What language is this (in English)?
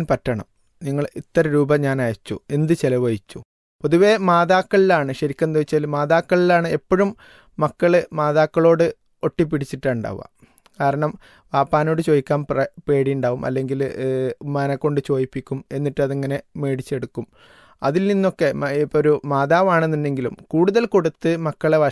Malayalam